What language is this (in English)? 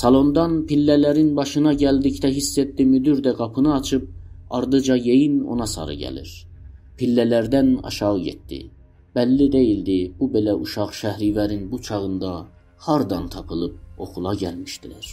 South Azerbaijani